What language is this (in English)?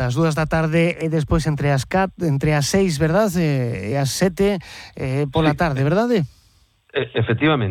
Galician